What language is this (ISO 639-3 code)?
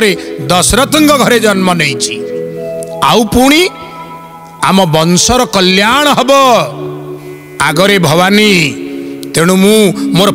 ori